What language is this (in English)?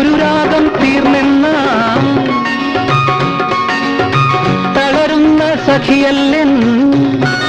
Malayalam